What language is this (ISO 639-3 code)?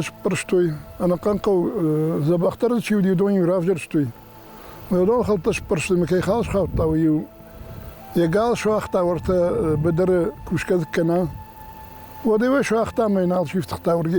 oss